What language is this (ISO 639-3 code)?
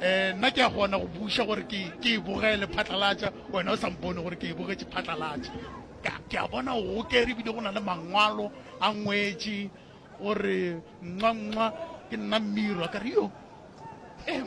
nso